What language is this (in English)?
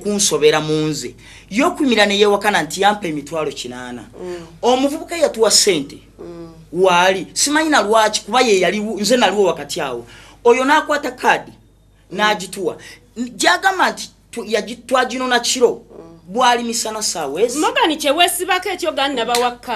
Ganda